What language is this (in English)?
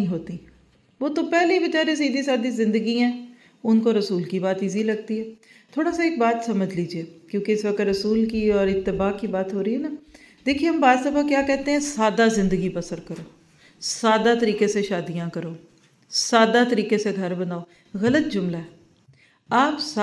Urdu